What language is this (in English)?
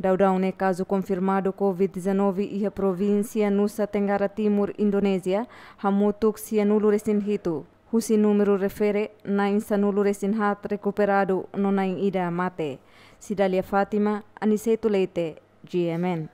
Tetum